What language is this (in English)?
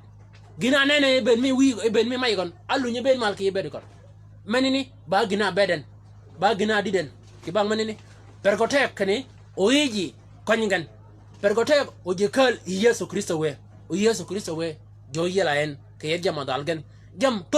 Shilluk